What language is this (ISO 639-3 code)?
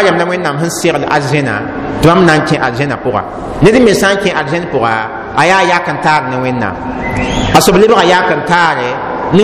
mos